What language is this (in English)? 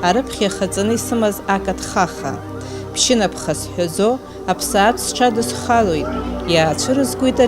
Abkhazian